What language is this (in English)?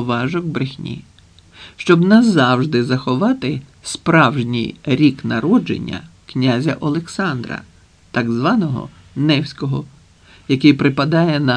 Ukrainian